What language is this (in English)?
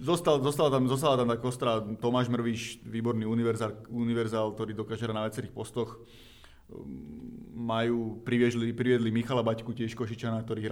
Slovak